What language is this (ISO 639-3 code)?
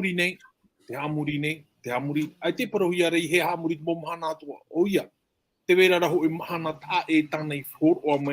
tah